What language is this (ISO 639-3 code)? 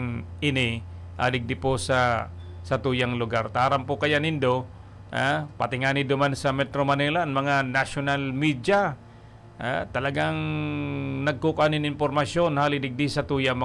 bik